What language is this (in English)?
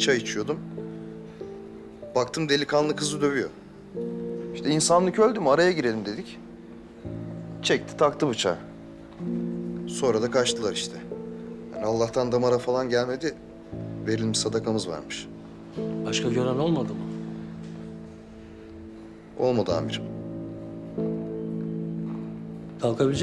Turkish